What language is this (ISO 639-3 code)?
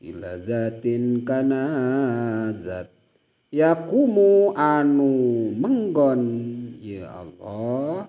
sun